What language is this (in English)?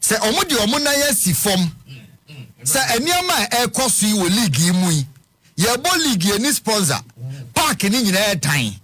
Akan